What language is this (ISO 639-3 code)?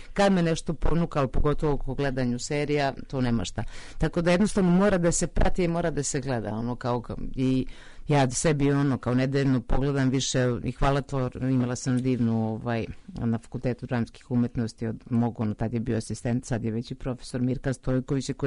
srp